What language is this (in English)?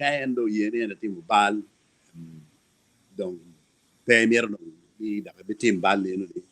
Acoli